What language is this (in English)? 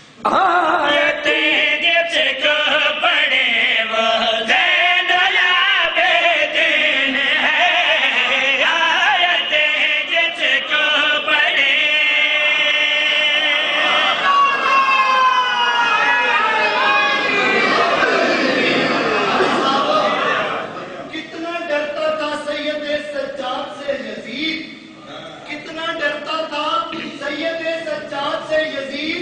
Urdu